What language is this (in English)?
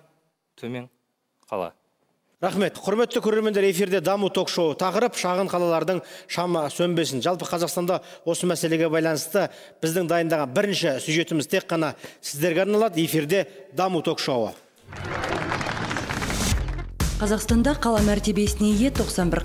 Kazakh